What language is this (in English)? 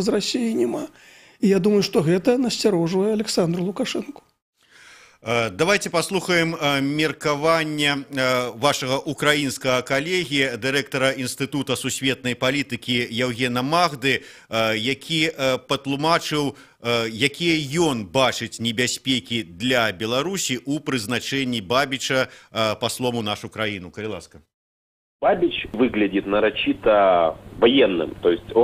Belarusian